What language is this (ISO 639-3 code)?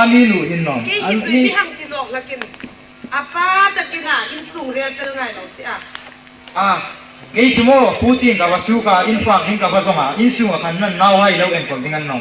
hmr